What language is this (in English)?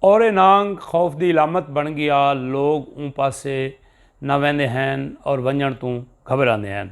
Saraiki